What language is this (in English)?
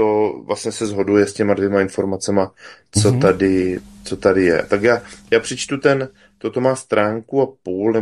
Czech